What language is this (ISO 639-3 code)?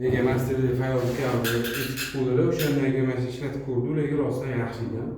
uzb